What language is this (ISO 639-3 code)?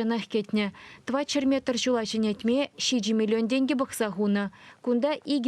chv